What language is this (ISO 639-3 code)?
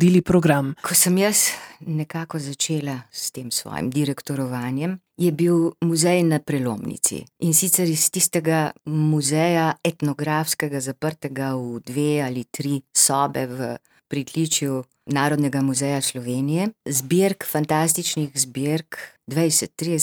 slv